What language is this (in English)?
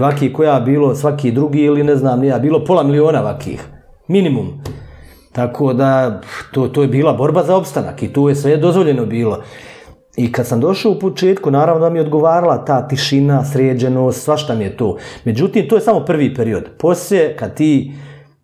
Bosnian